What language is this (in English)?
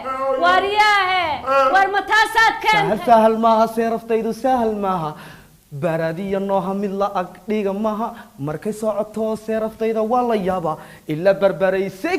Somali